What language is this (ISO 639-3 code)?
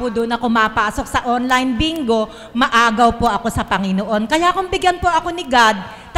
fil